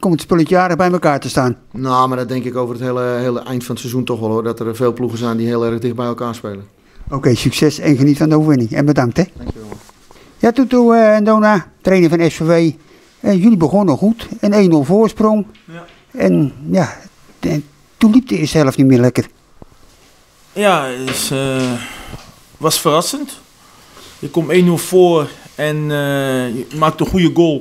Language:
Dutch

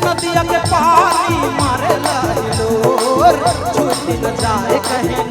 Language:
Sadri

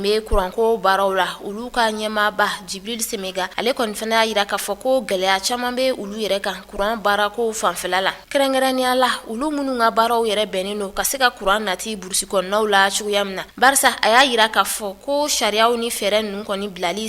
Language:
Bambara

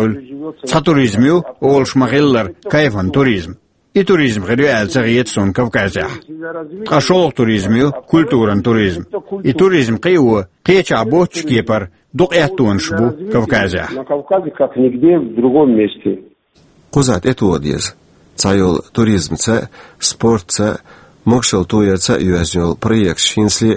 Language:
Chechen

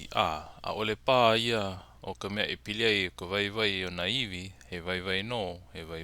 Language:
Hawaiian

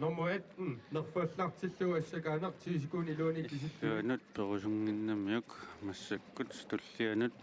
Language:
Kalaallisut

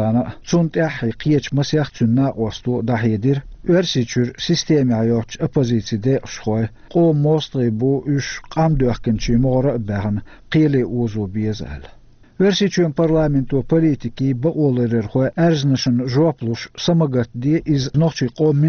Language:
Chechen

